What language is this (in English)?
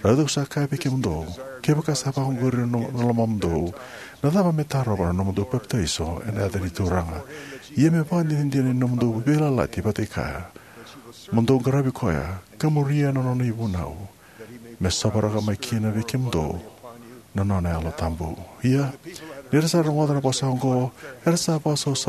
Fijian